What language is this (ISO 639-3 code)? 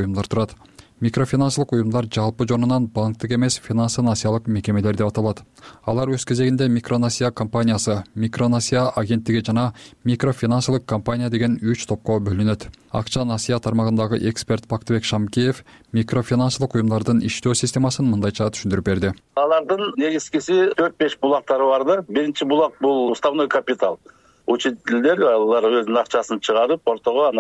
kir